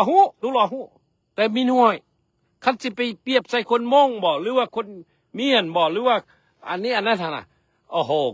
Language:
Lao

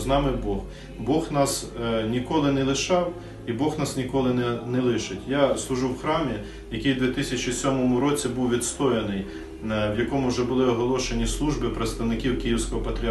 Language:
Ukrainian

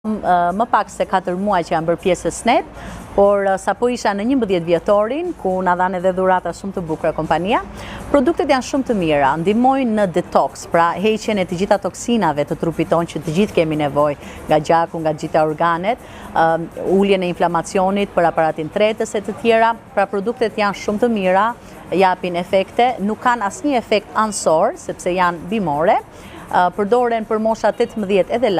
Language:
Albanian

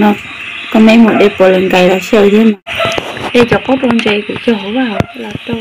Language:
Hmong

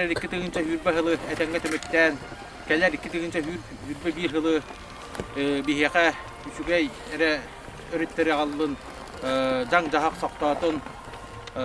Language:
Yakut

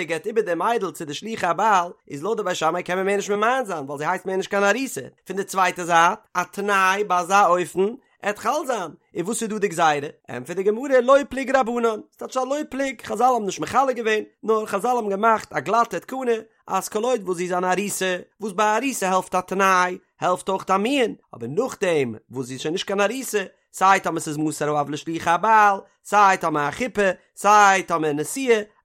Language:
Yiddish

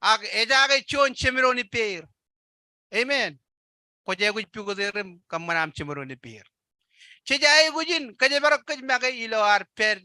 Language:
Marshallese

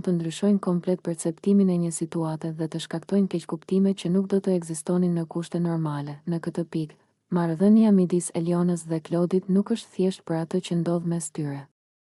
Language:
Albanian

